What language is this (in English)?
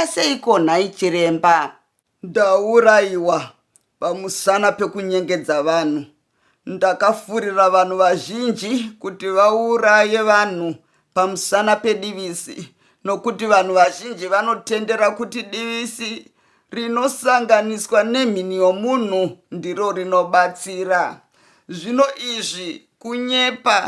Shona